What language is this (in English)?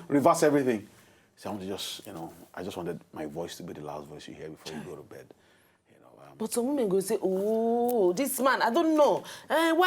Nigerian Pidgin